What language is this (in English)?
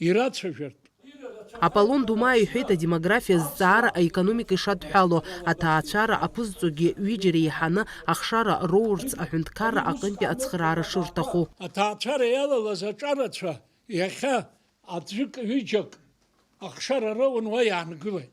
Abkhazian